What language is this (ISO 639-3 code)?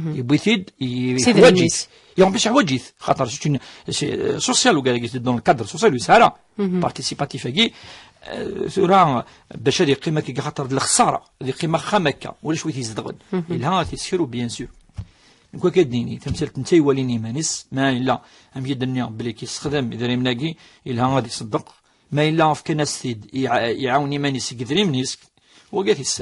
kab